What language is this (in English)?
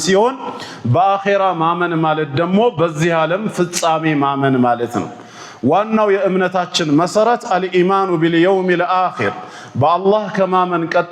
Amharic